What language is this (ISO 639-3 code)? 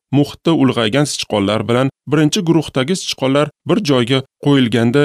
uzb